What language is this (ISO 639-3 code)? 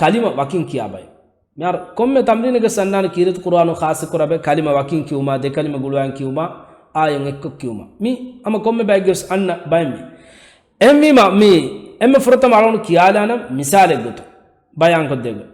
div